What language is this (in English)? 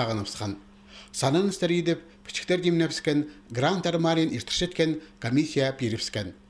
Khakas